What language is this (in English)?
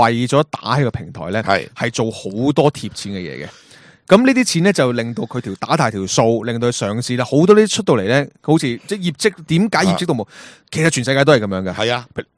Cantonese